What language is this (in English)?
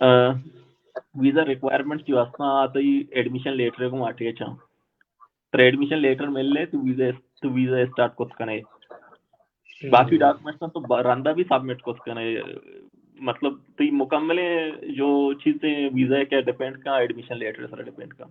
Baluchi